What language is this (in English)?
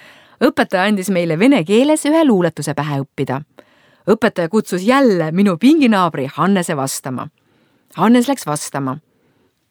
Estonian